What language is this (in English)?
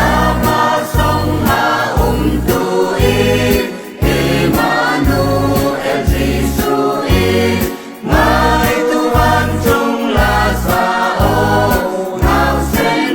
Falam Chin